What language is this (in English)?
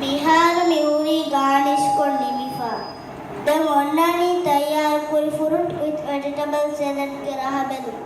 Divehi